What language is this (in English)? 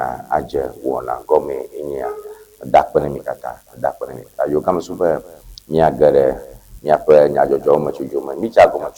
Ewe